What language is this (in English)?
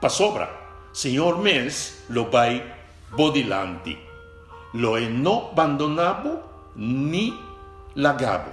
Papiamento